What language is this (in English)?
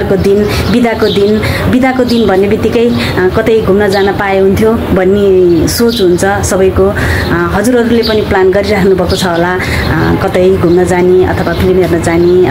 Nepali